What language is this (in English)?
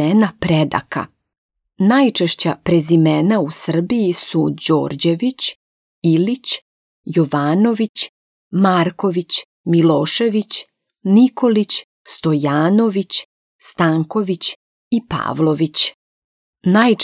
Serbian